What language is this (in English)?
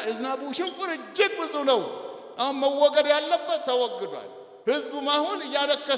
Amharic